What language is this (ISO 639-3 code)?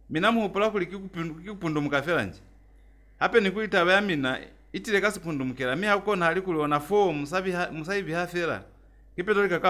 loz